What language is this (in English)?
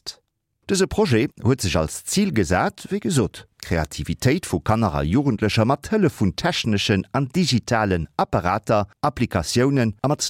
Luxembourgish